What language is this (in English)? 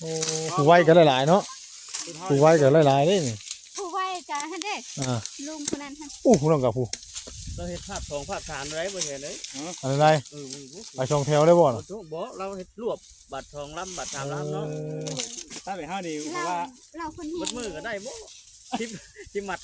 Northeastern Thai